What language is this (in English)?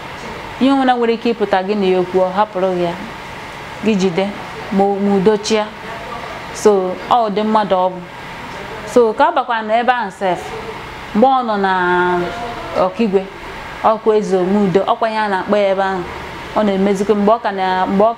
Igbo